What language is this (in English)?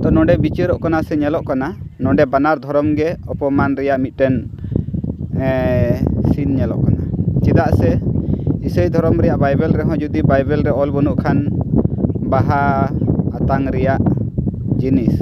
Santali